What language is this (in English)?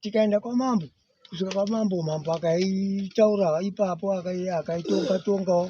Shona